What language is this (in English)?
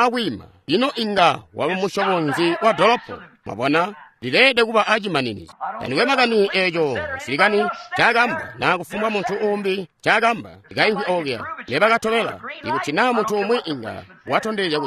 Tonga (Zambia)